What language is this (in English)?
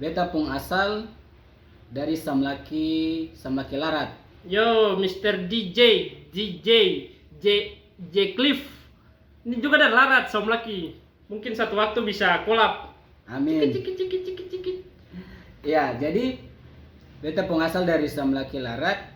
Ambonese Malay